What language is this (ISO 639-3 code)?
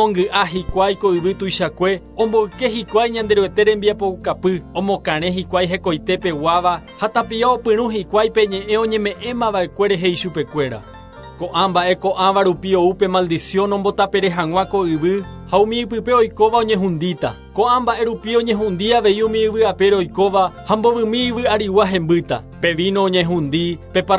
grn